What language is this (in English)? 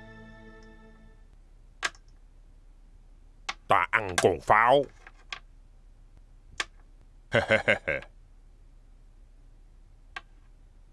Vietnamese